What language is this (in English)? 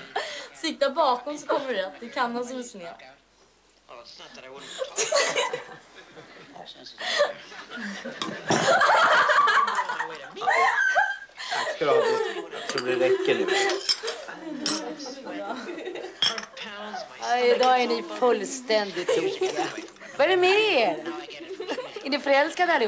Swedish